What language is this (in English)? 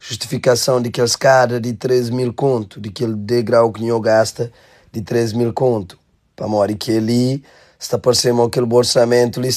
Kabuverdianu